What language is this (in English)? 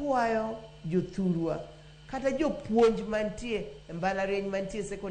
Luo (Kenya and Tanzania)